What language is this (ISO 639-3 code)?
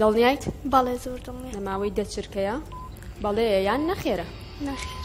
ckb